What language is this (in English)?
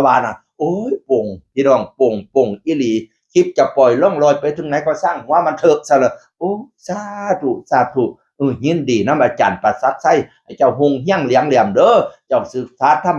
Northeastern Thai